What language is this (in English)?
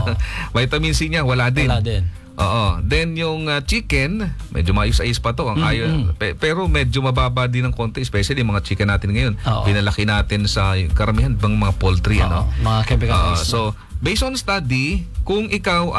Filipino